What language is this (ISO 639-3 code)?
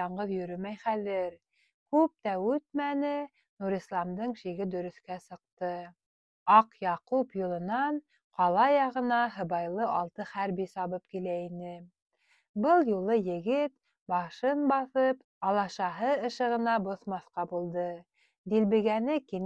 bak